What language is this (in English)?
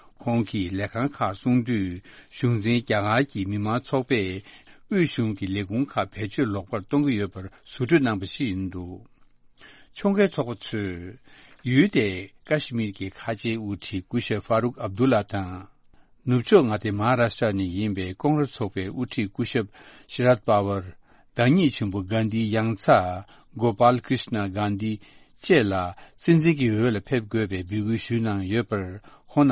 Tibetan